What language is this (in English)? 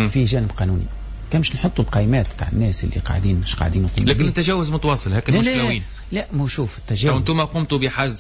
Tunisian Arabic